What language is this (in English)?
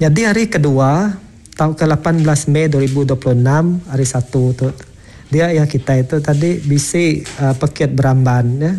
Iban